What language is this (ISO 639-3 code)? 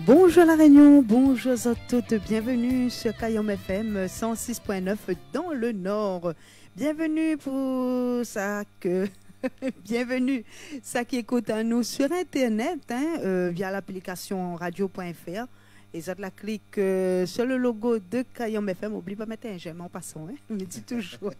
rcf